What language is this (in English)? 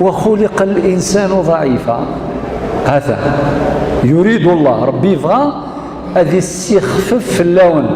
Kabyle